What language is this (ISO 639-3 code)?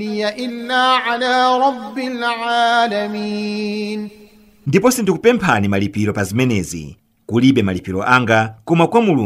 nya